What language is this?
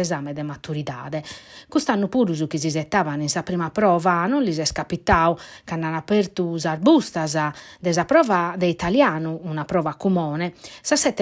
Sardinian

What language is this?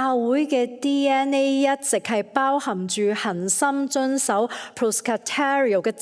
Cantonese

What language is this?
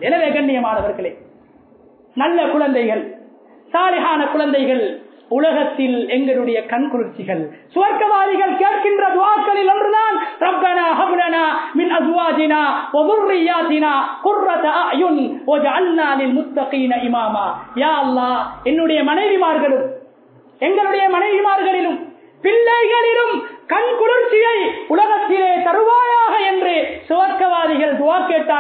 Tamil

